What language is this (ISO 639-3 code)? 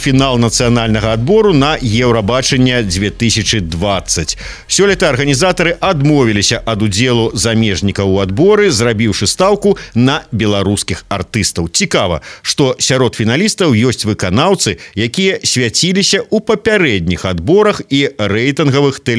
bel